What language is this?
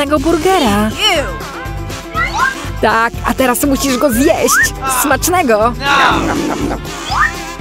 Polish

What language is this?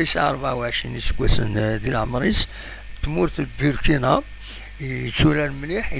Kabyle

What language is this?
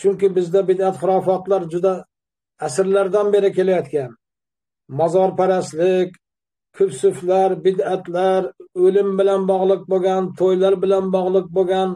Uzbek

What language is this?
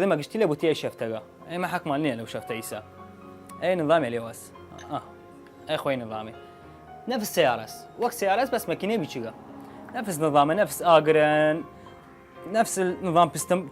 Southern Kurdish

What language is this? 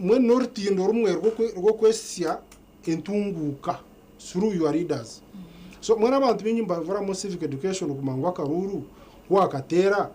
Nyankole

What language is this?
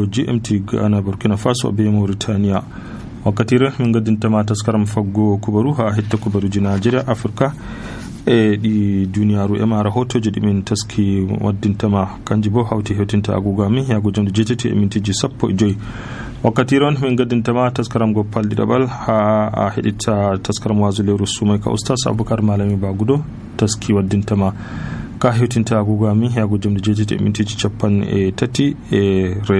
Nigerian Fulfulde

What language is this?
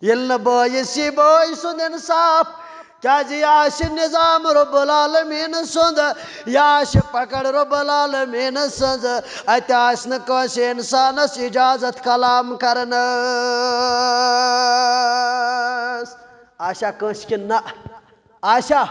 Kashmiri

